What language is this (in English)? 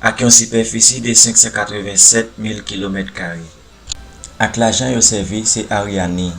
Haitian Creole